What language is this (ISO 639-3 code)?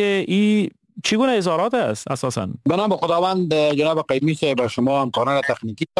fas